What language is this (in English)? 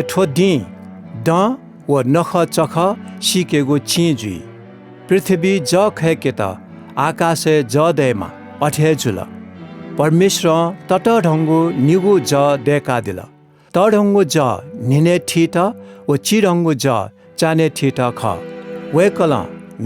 Newari